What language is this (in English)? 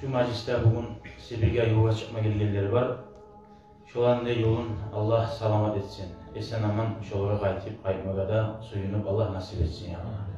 Kumyk